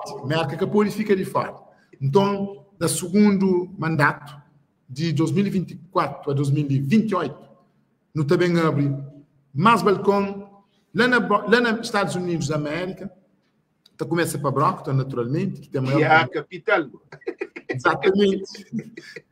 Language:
Kabuverdianu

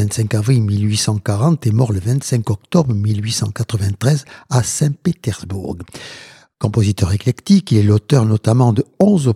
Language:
French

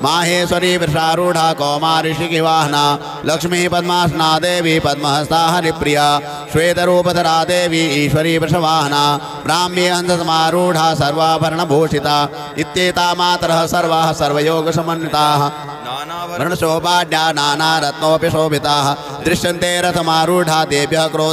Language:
Sanskrit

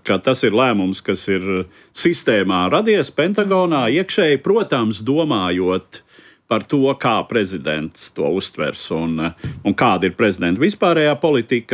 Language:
Latvian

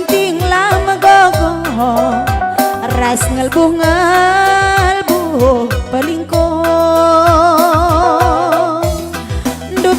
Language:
Batak Karo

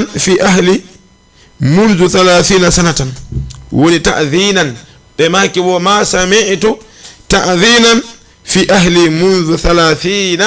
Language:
Fula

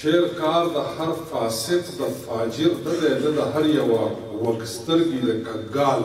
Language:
Pashto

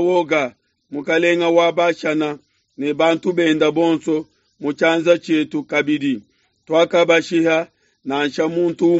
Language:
Luba-Lulua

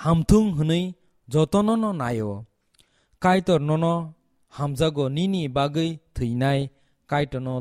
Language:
Kok Borok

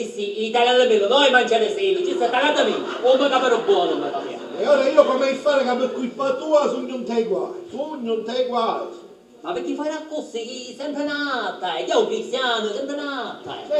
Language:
Sicilian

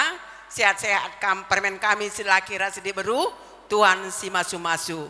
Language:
Batak Karo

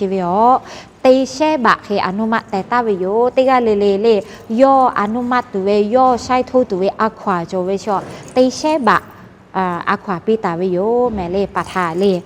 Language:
Lahu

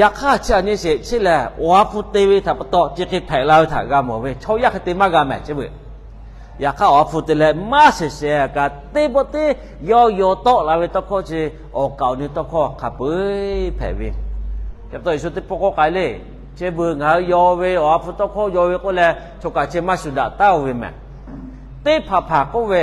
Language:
Lahu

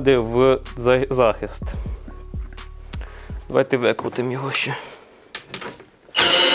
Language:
Ukrainian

